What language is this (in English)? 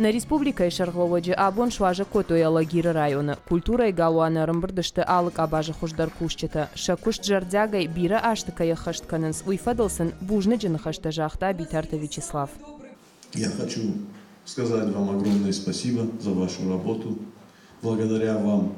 Ossetic